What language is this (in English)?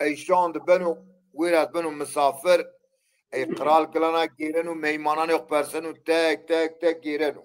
Zaza